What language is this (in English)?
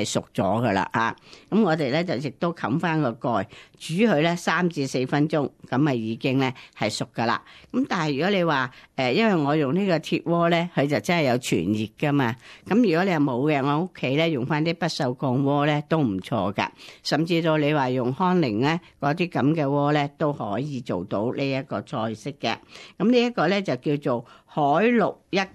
Cantonese